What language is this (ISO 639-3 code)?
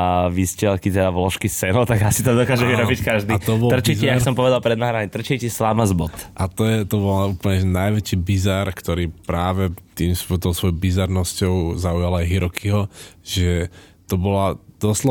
slk